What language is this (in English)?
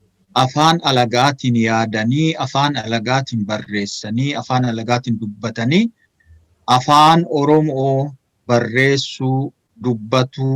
Oromo